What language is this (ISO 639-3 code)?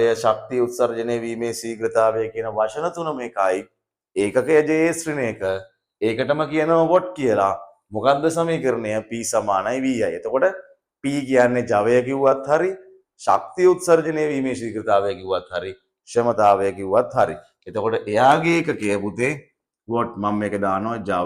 sin